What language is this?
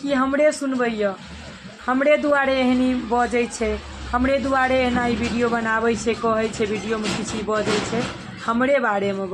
Maithili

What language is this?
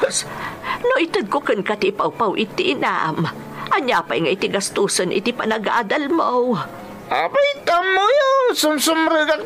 Iloko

